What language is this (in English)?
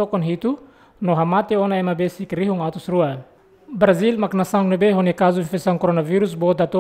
Tetum